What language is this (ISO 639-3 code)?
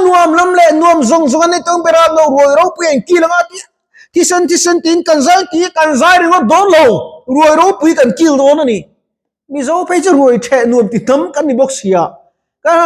lus